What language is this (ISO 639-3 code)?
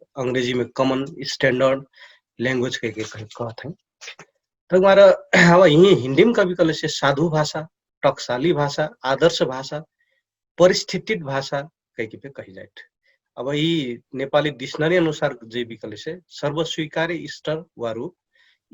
thl